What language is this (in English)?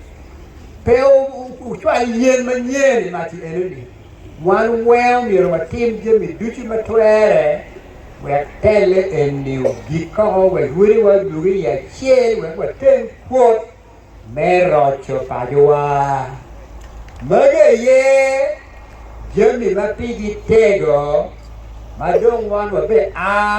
Acoli